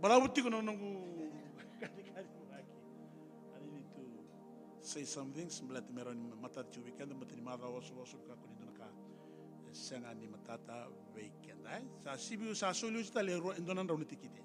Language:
Fijian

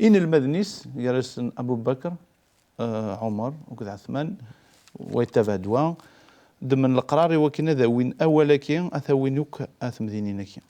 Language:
Kabyle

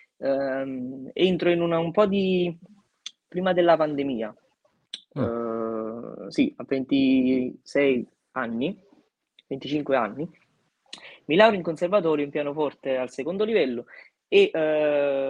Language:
Italian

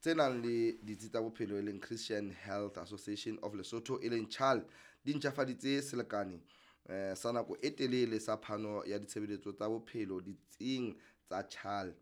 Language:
Southern Sotho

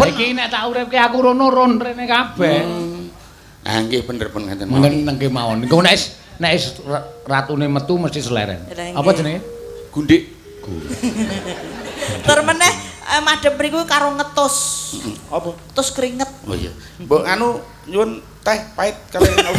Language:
Javanese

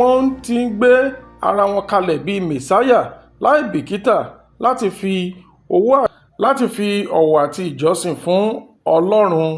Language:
Yoruba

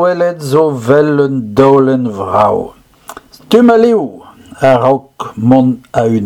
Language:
Breton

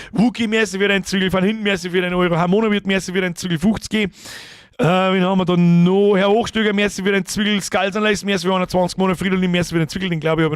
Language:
Bavarian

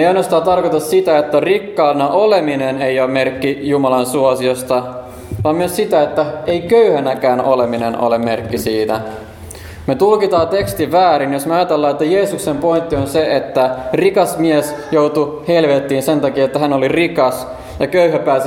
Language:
Finnish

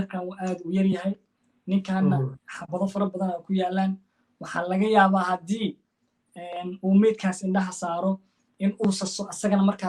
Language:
Somali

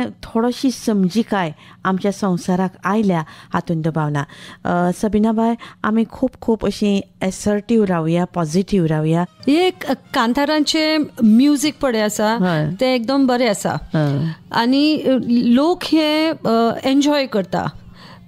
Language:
Konkani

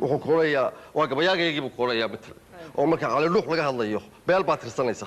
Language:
Somali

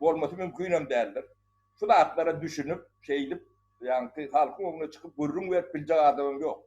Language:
Turkmen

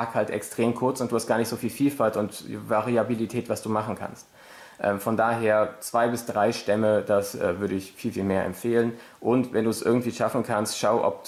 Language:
German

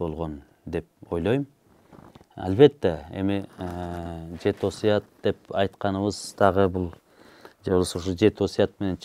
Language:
Kyrgyz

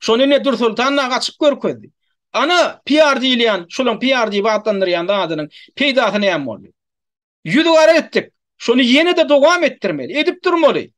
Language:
Turkmen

